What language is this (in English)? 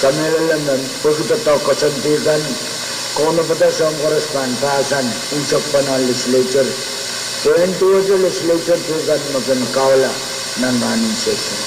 Pohnpeian